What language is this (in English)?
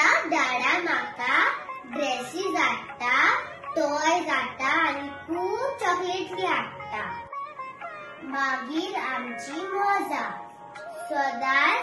Konkani